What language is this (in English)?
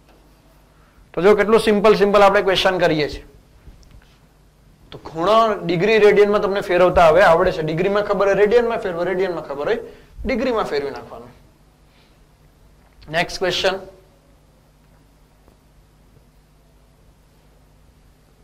Gujarati